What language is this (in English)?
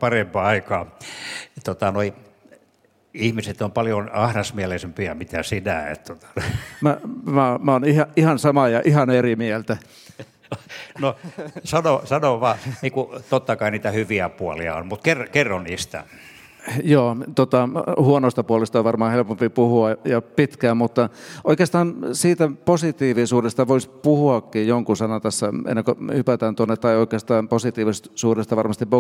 Finnish